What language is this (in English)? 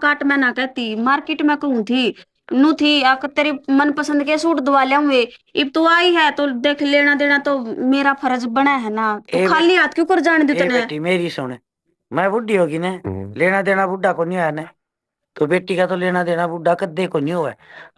Haryanvi